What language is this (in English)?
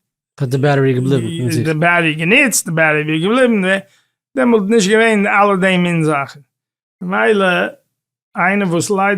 Yiddish